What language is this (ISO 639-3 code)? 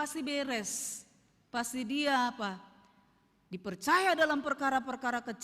bts